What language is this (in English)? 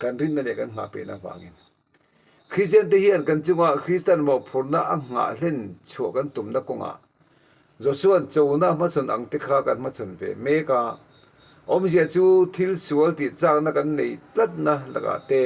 Mizo